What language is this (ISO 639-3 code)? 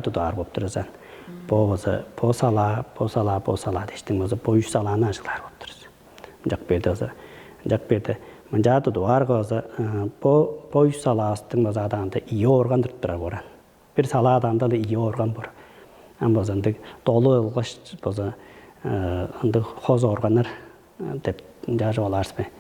tyv